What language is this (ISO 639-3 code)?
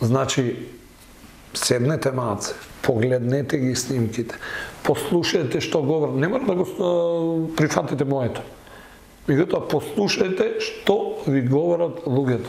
mkd